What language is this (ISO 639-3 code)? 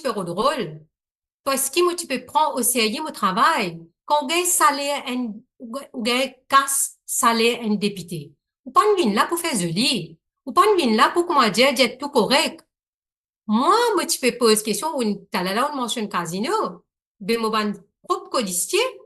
mfe